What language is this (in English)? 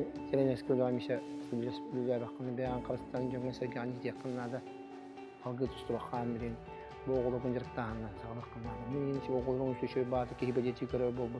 Yakut